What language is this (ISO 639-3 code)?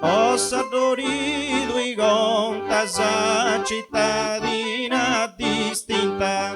srd